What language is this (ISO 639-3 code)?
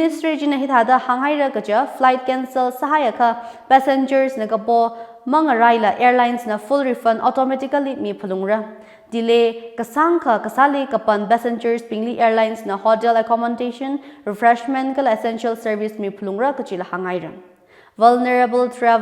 nmf